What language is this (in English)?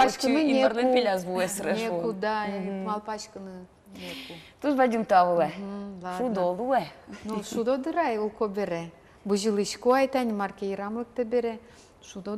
Udmurt